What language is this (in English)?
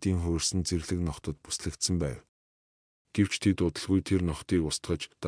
Mongolian